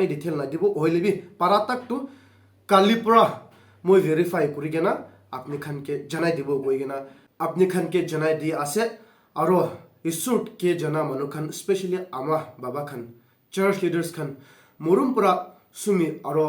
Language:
Naga Pidgin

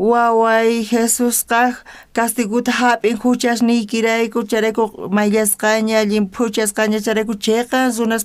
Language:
South Bolivian Quechua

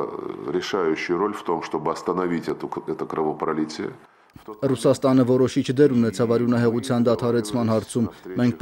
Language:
Armenian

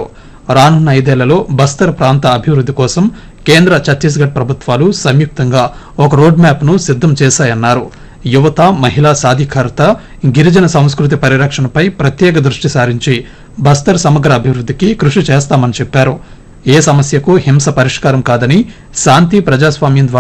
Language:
Telugu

